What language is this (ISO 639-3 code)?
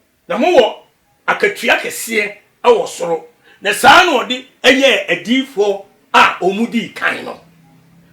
aka